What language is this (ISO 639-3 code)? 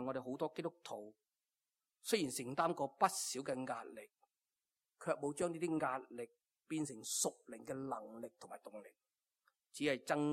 yue